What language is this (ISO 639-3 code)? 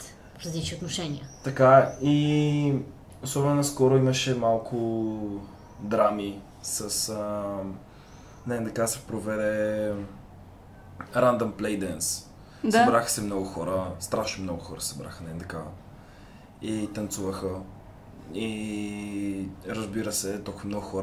bul